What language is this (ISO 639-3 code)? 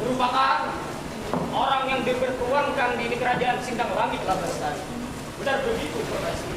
bjn